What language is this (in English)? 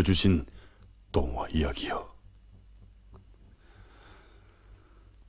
Korean